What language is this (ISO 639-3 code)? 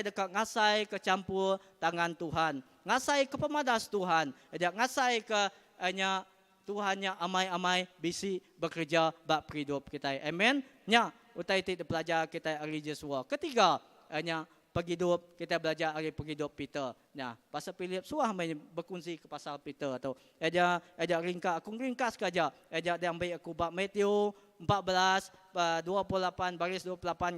iba